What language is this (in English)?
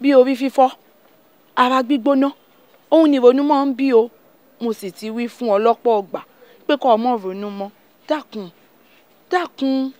Yoruba